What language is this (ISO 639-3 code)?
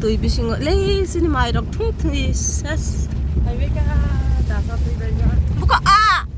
trp